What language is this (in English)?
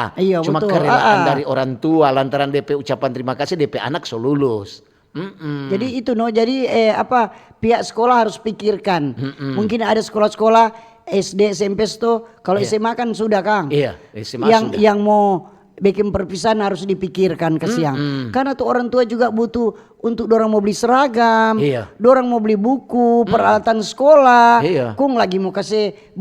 Manado Malay